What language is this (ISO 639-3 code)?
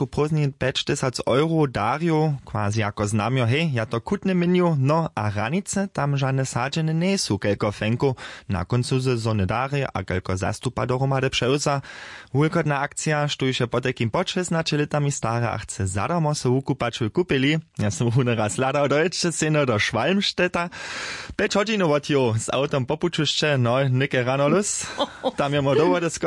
hsb